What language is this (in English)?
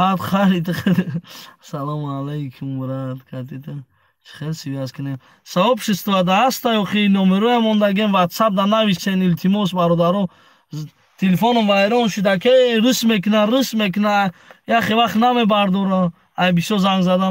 Tajik